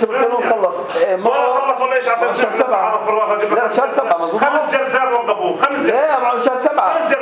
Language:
North Levantine Arabic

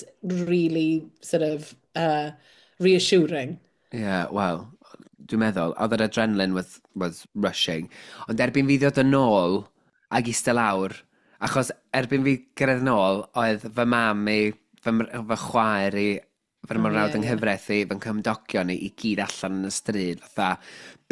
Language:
Welsh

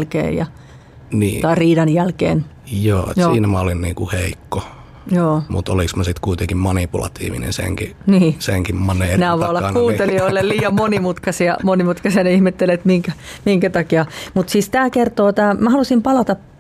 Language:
Finnish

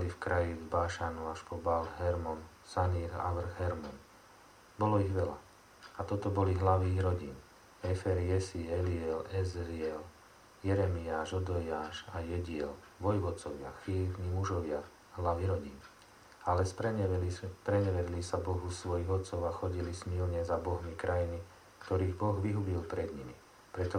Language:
Slovak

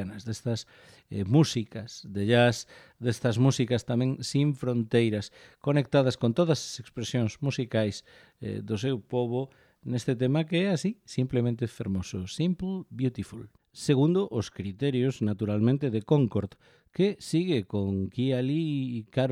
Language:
Galician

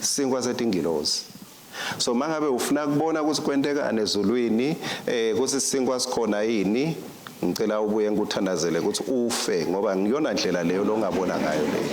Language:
Swati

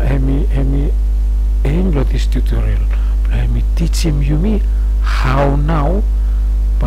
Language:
Bislama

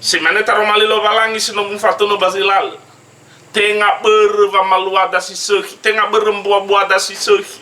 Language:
Nias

